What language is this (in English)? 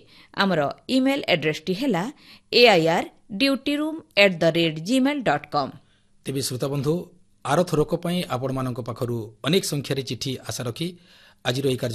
Odia